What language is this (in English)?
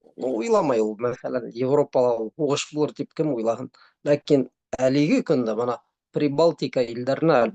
Bashkir